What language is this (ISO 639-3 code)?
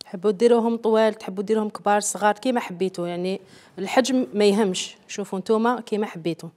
arq